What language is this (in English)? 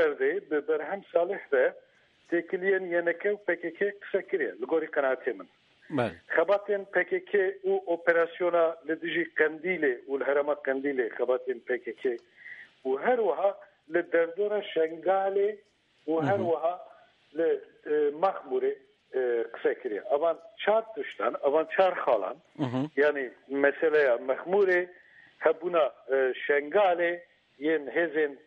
Kurdish